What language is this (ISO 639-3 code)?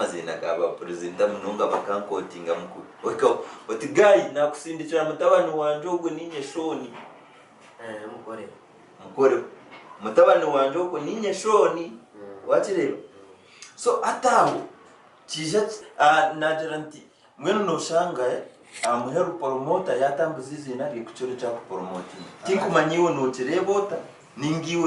nyn